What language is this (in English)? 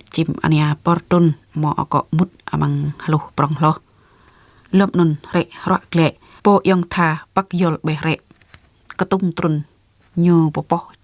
Jarai